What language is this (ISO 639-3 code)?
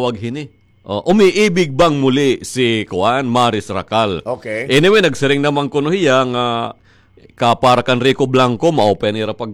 war